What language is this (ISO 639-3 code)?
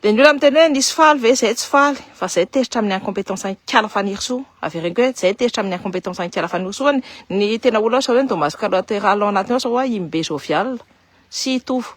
mlg